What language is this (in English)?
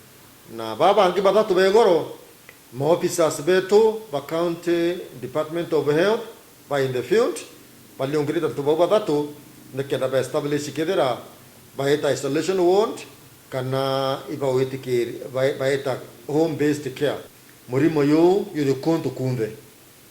Meru